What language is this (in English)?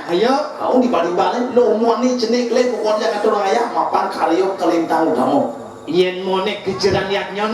Balinese